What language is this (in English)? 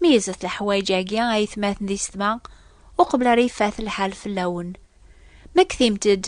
Kabyle